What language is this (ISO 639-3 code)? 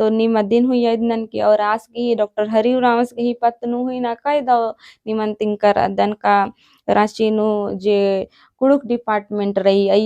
kru